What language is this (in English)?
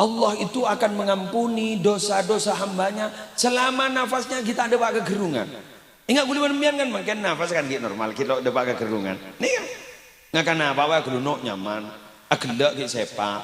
Madurese